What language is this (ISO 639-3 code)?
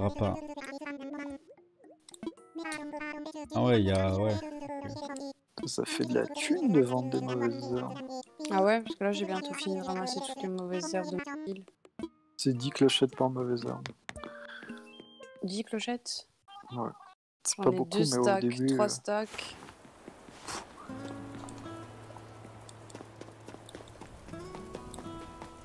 fra